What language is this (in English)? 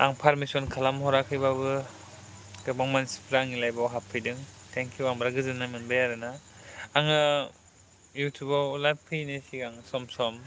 Bodo